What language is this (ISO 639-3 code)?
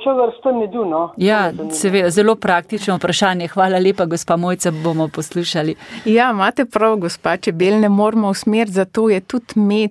slv